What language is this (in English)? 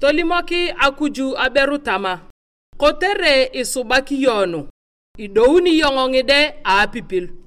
Turkana